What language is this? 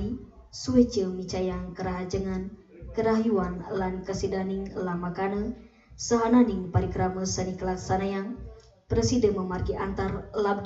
Balinese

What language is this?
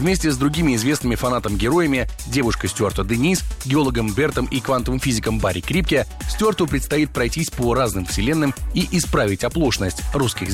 Russian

